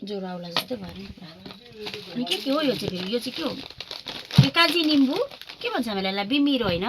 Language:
Nepali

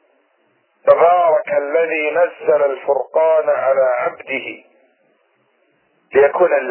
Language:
Arabic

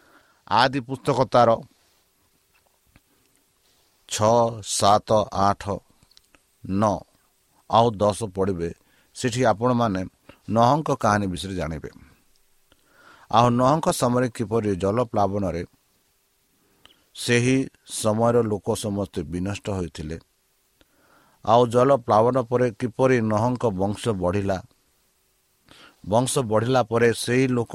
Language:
Odia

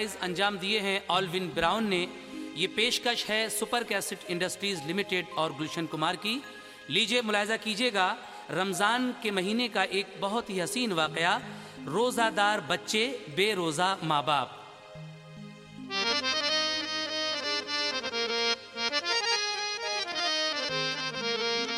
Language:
Hindi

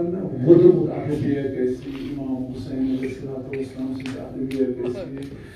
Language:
Kashmiri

